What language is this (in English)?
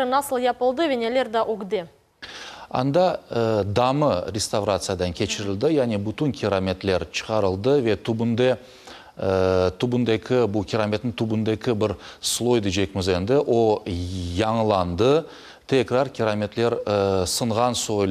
Crimean Tatar